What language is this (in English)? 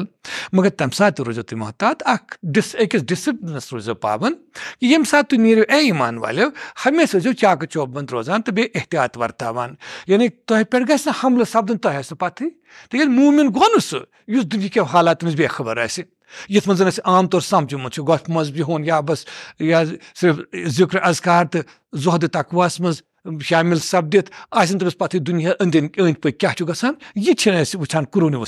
Kashmiri